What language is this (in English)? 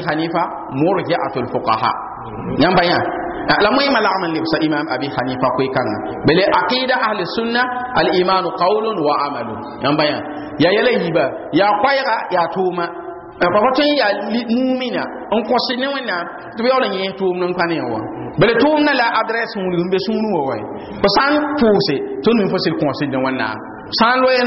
Mossi